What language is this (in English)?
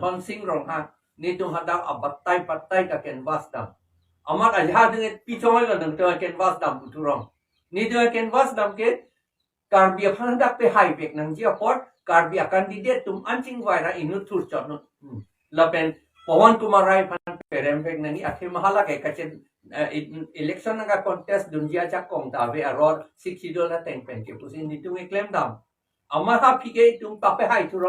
Karbi